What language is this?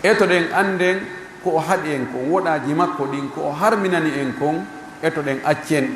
Pular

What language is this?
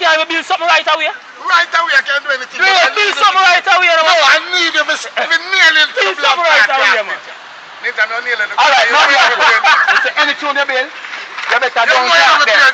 Jamaican Creole English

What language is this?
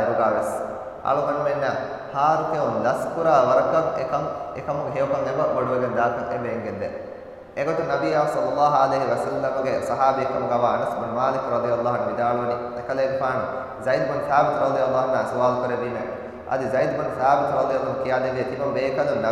Divehi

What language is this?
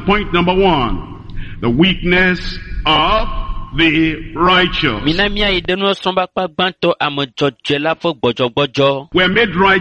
Ewe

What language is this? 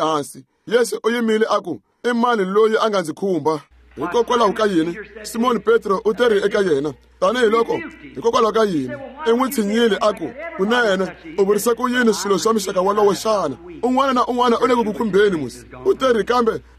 Tsonga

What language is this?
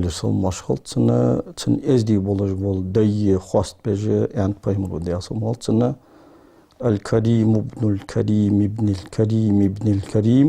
Ingush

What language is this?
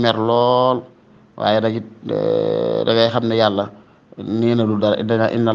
Wolof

